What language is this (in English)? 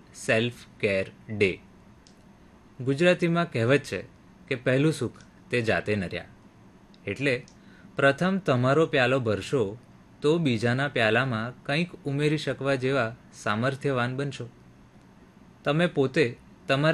Gujarati